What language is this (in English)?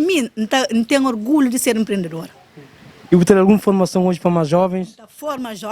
Kabuverdianu